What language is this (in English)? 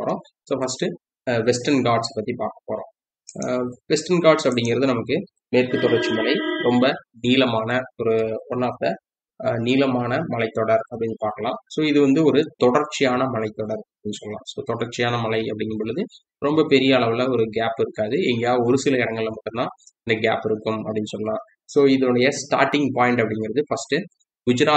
Tamil